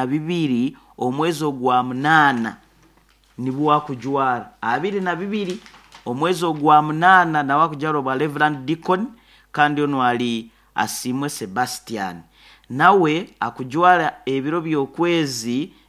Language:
Nyoro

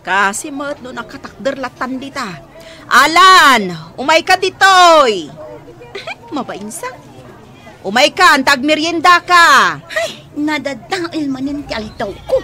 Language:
Iloko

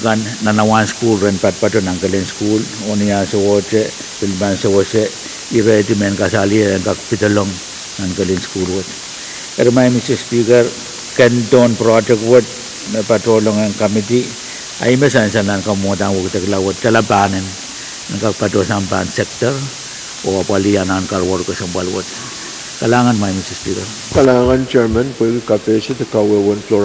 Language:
Pohnpeian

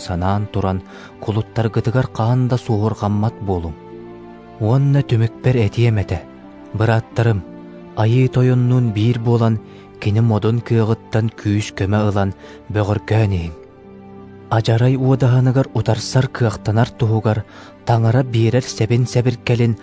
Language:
Yakut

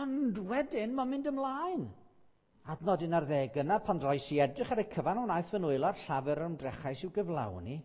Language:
Welsh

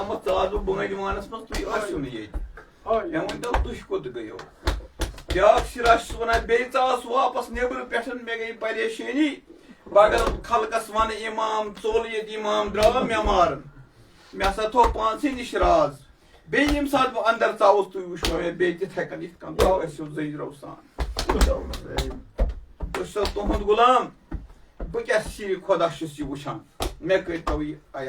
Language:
Kashmiri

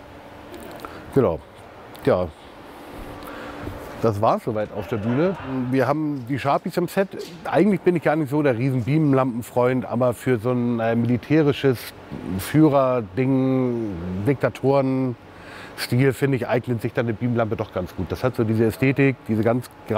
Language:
German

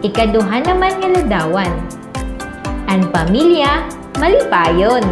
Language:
Waray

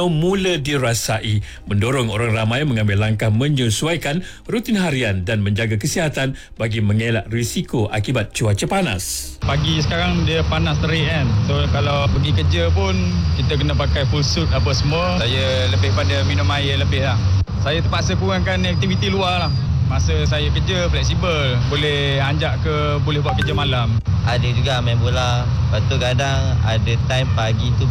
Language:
Malay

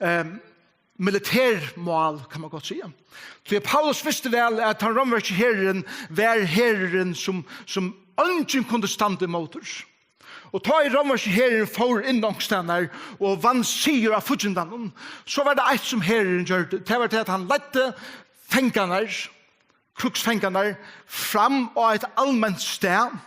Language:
Faroese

